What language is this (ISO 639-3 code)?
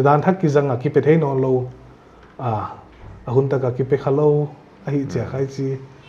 pck